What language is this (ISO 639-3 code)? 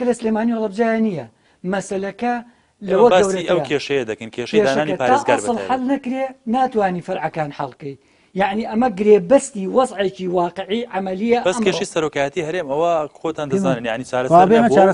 ckb